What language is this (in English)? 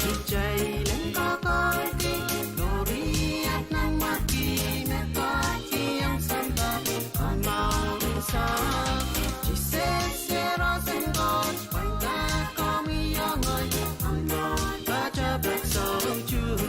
Pohnpeian